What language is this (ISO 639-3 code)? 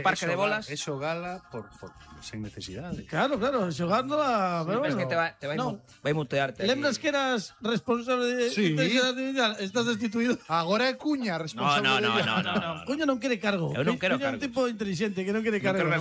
glg